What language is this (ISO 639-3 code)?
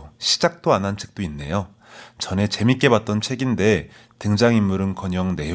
kor